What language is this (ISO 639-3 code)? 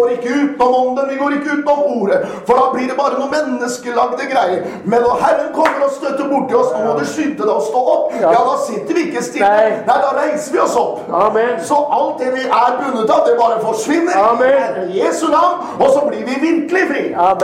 nor